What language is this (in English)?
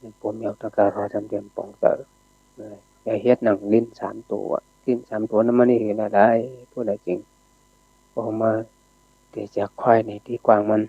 Shan